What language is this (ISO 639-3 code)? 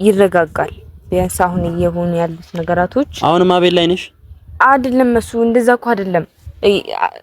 amh